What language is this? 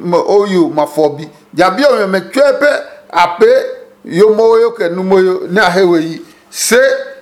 Adangme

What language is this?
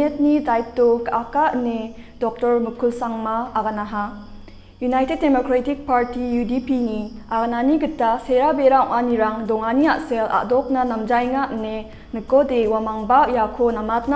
Garo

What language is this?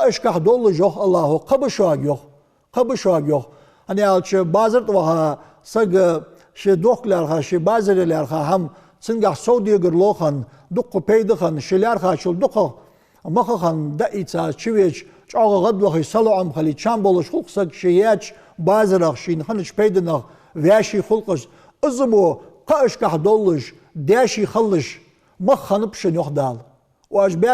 Ingush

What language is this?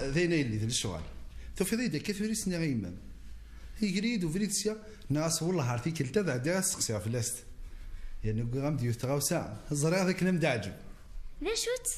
Kabyle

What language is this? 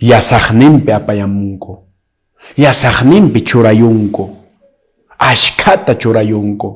Quechua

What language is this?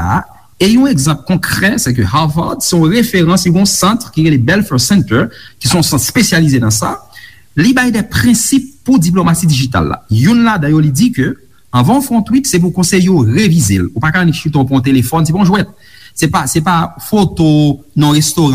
Haitian Creole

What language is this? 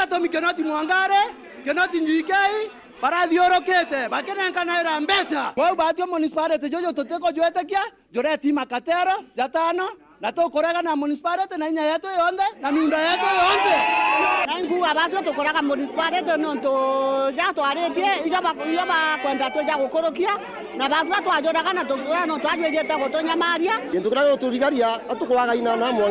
Meru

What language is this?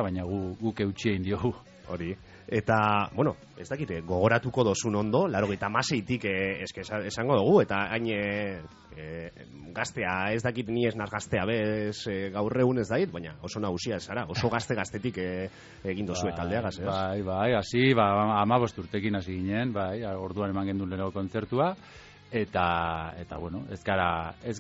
Basque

